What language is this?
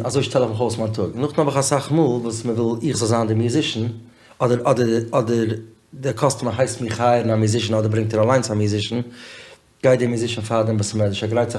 Yiddish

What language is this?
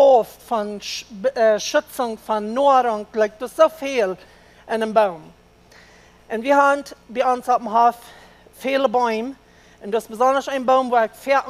Plautdietsch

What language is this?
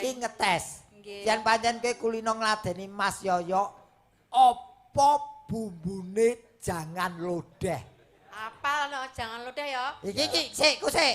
Javanese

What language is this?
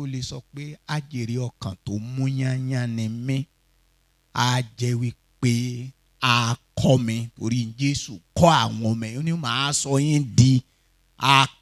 Yoruba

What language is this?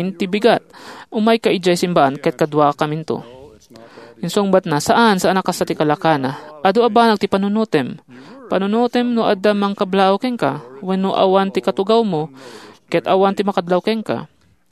Iloko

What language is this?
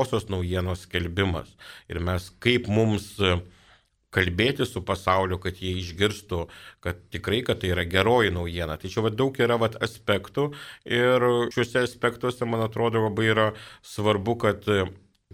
Lithuanian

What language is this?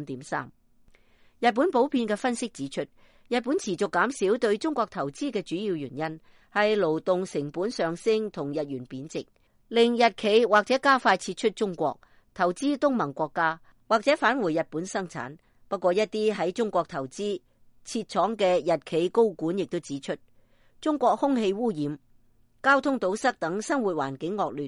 Cantonese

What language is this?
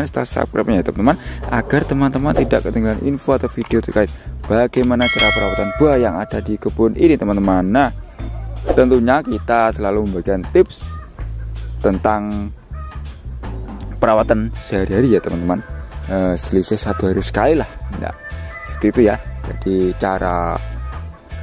Indonesian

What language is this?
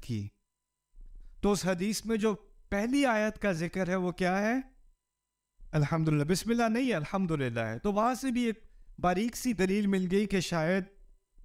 Urdu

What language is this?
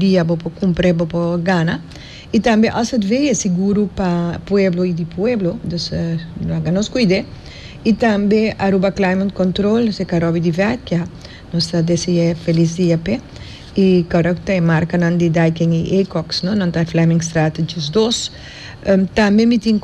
Papiamento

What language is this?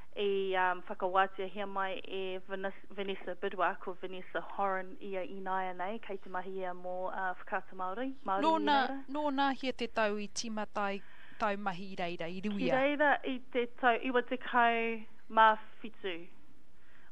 Māori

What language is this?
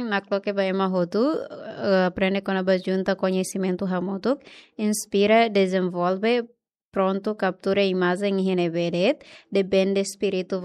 Tetum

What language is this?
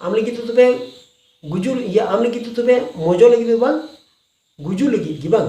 Santali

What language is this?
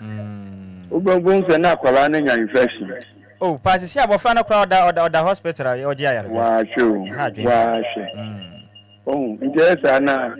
Akan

